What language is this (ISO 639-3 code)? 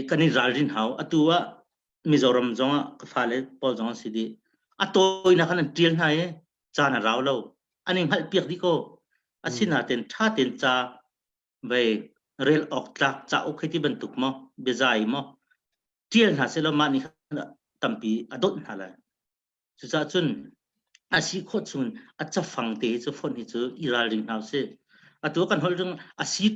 cnh